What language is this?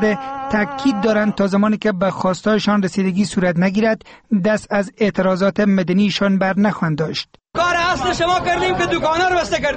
Persian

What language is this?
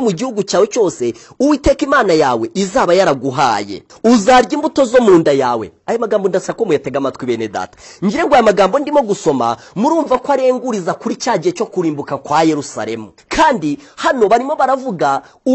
Kinyarwanda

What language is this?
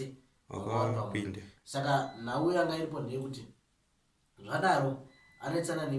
Shona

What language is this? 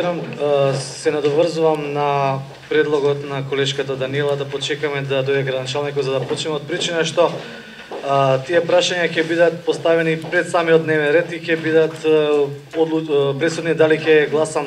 Macedonian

